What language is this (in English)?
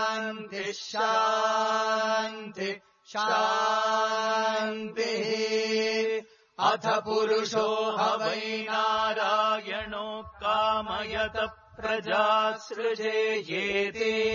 Sanskrit